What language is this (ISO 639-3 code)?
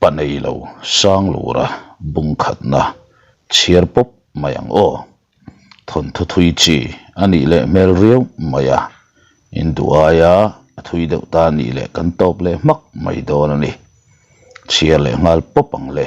lus